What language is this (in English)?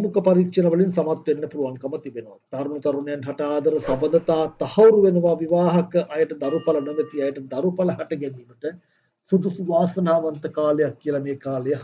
Sinhala